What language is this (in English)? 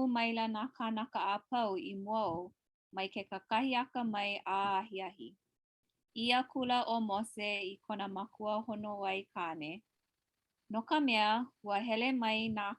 Hawaiian